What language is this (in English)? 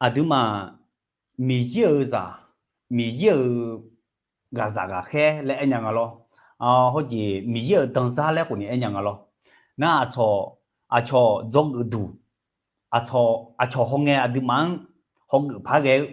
Akha